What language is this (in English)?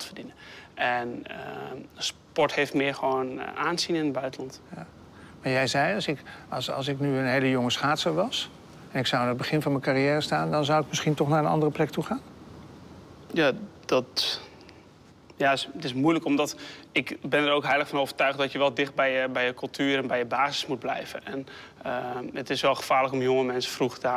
Dutch